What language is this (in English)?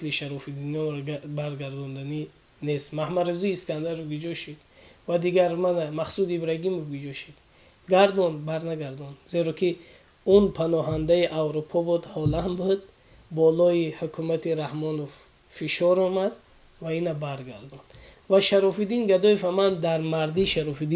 Tajik